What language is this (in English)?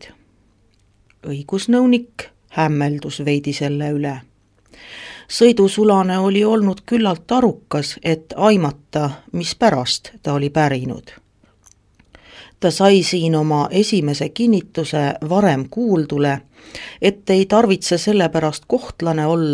Estonian